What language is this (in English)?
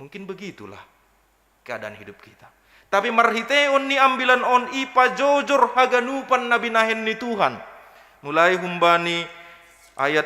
Batak Simalungun